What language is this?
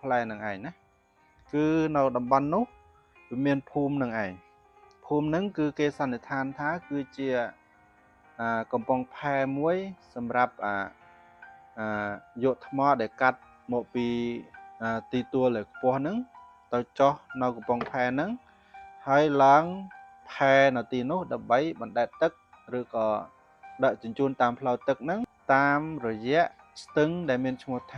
Khmer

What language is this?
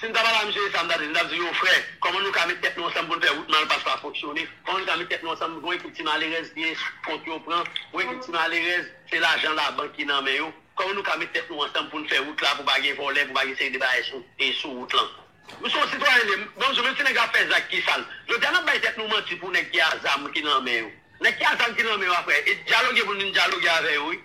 Haitian Creole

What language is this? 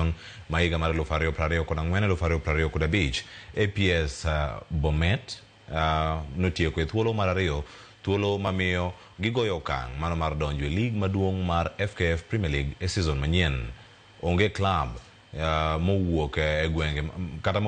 Luo (Kenya and Tanzania)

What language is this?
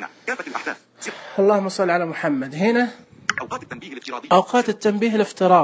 Najdi Arabic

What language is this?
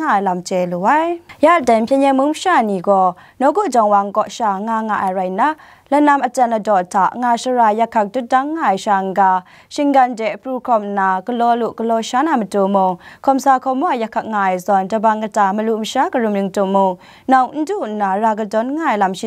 Kachin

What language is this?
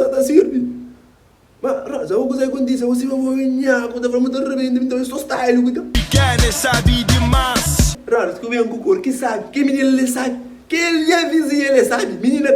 Kabuverdianu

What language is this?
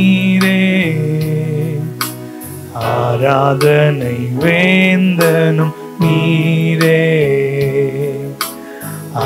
Tamil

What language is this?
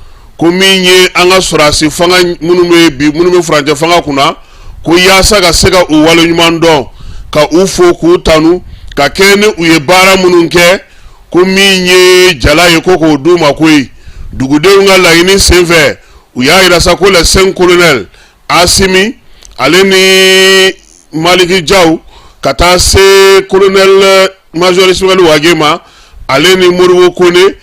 Bambara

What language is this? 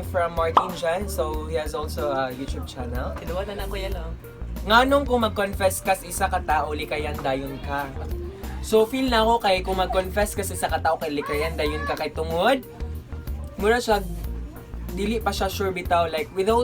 Cebuano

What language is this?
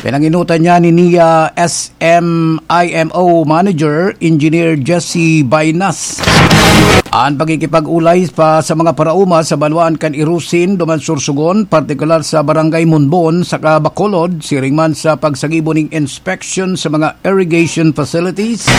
Bikol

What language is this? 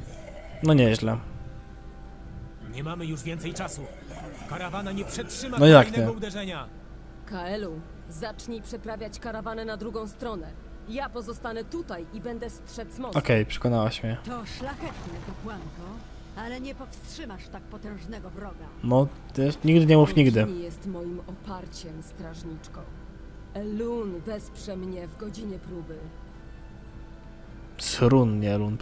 Polish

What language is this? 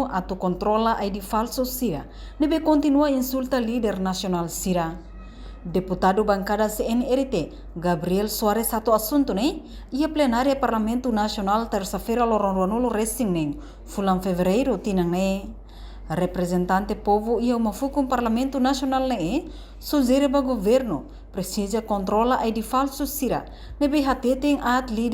Tetum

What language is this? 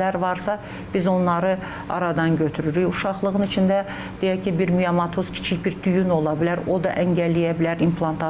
Azerbaijani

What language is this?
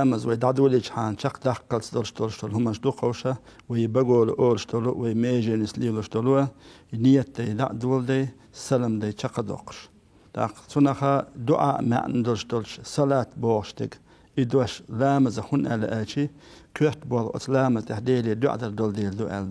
Chechen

